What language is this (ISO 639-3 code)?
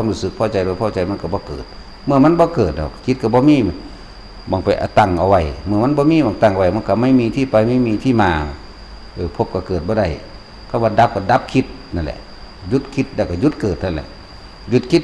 lao